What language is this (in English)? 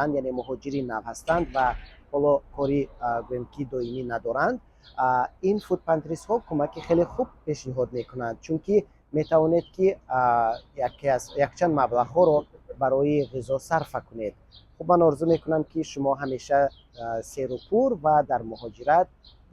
Tajik